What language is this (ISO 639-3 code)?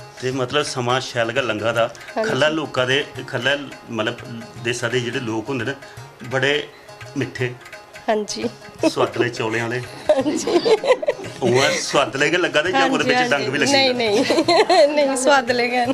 doi